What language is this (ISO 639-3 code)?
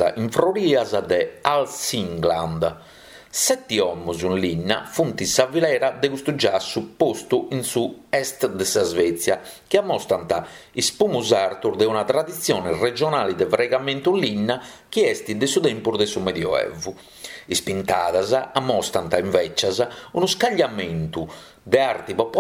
srd